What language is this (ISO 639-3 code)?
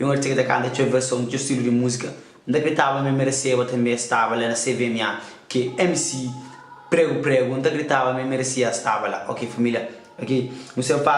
kea